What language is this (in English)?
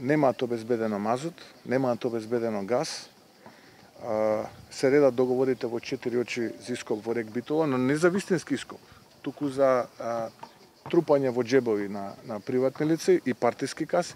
Macedonian